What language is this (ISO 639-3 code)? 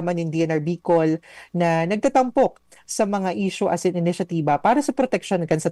bik